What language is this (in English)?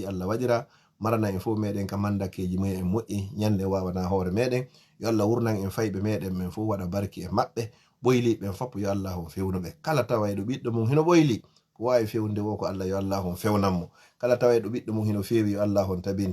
Fula